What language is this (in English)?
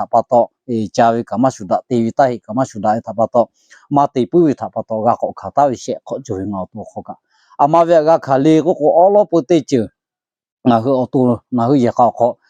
Lahu